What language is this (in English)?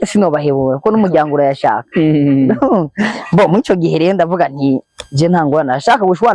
Rundi